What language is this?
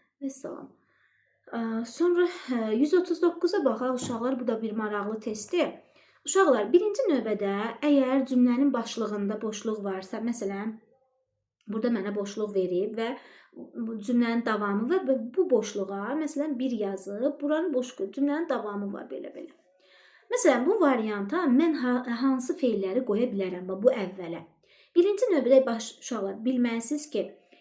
Azerbaijani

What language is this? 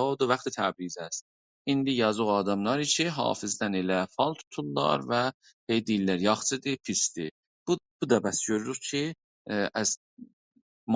South Azerbaijani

